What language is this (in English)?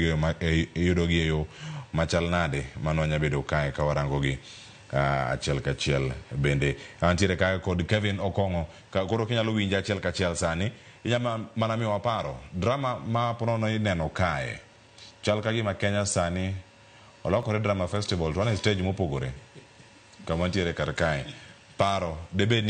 Luo (Kenya and Tanzania)